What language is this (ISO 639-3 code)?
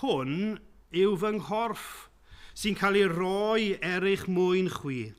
cym